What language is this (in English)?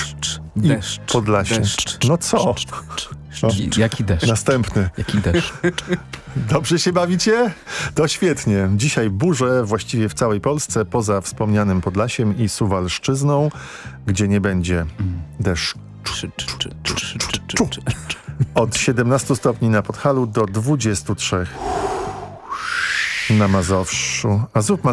Polish